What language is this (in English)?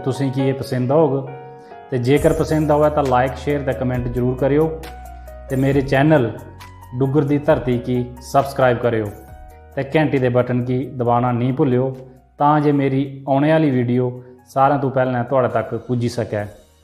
Dogri